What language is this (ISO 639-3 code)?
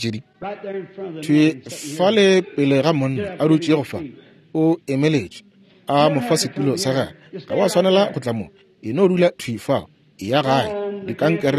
nso